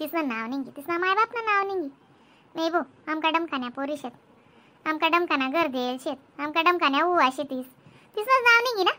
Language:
Khandesi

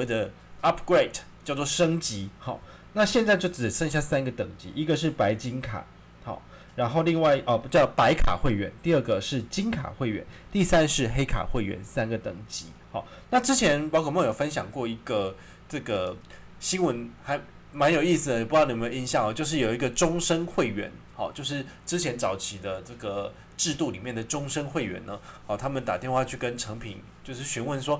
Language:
Chinese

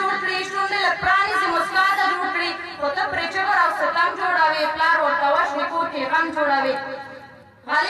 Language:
Pashto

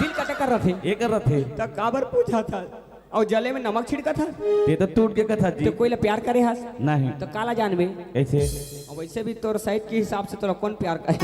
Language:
Chhattisgarhi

